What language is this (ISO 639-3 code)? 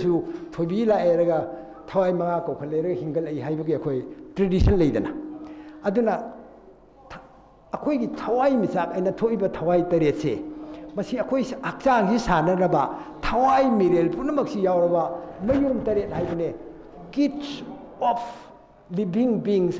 mni